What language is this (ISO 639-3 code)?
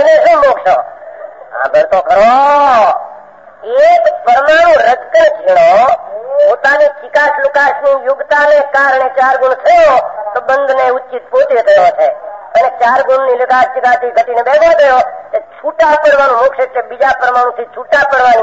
guj